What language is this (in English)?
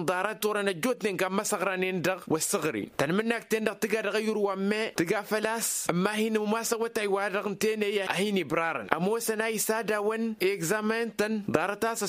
Tamasheq